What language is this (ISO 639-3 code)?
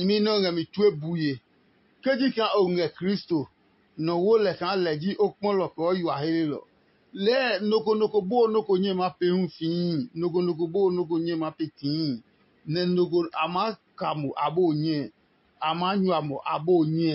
ada